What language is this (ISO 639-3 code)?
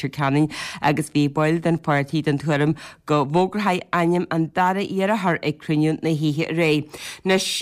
gle